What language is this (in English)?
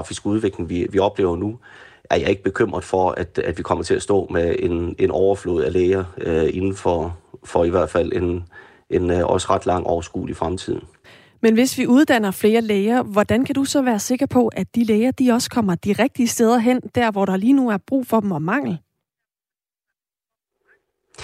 Danish